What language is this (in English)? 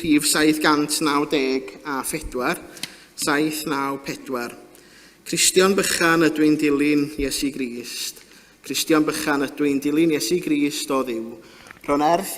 Welsh